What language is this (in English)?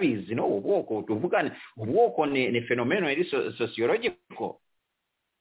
Kinyarwanda